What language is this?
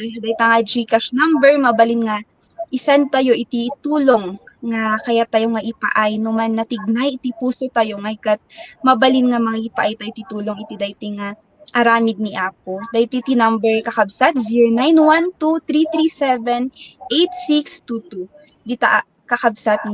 Iloko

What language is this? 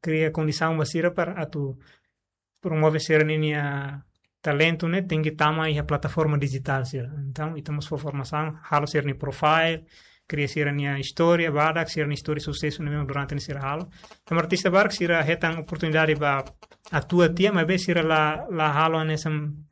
Tetum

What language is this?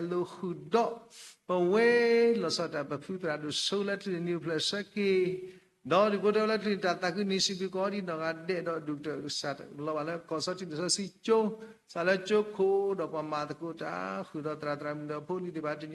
S'gaw Karen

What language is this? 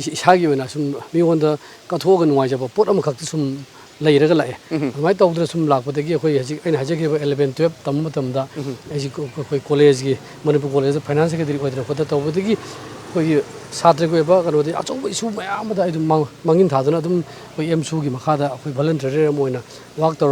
Manipuri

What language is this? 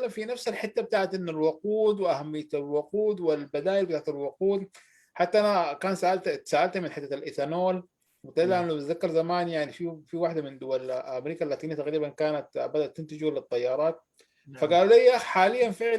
Sudanese Arabic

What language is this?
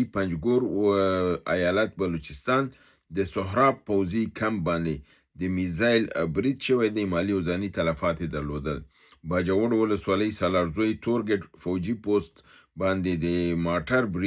Pashto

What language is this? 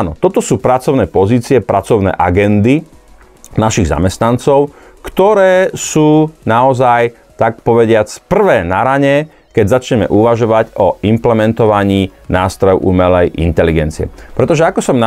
Slovak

